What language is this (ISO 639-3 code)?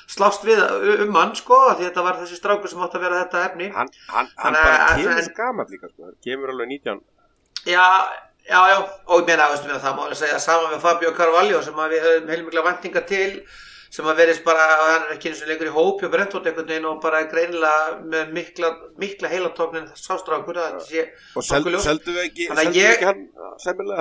isl